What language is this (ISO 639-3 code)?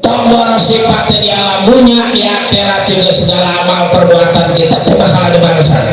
bew